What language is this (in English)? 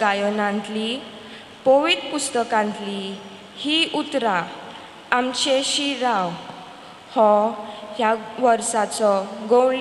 Konkani